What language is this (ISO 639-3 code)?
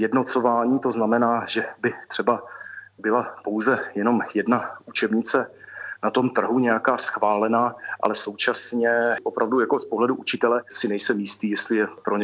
ces